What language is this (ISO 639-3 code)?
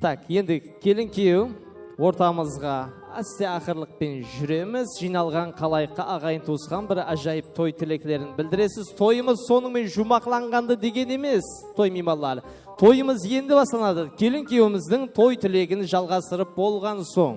kaa